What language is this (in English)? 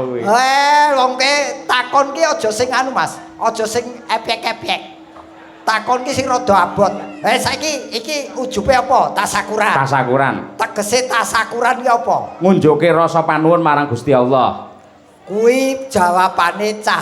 Javanese